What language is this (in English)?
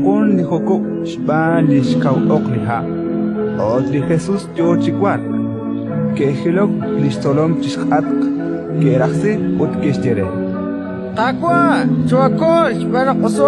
Kekchí